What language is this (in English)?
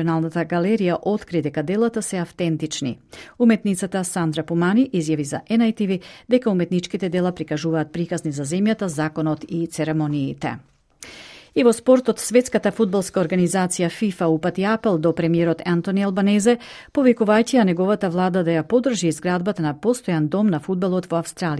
Macedonian